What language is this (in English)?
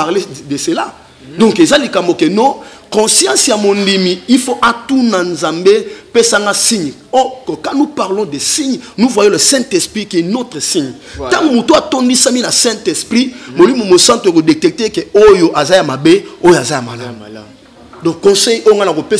Lingala